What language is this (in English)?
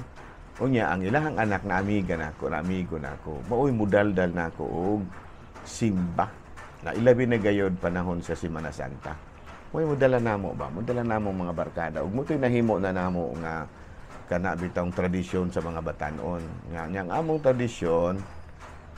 Cebuano